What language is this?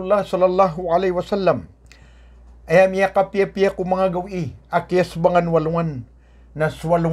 Maranao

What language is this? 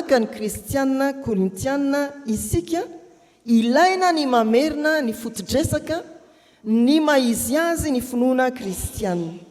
Malagasy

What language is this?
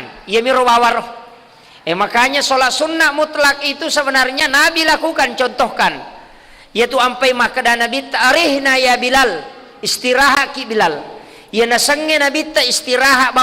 Buginese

